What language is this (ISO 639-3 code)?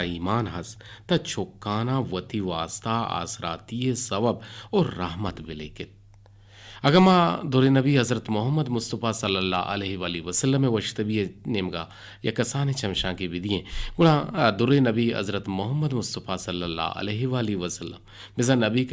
bgp